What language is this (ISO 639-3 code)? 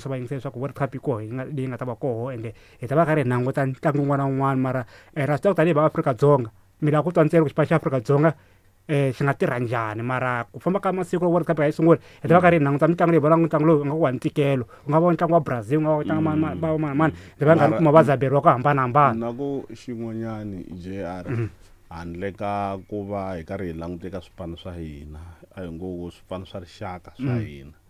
tso